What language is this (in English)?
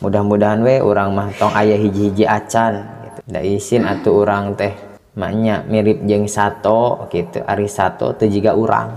Sundanese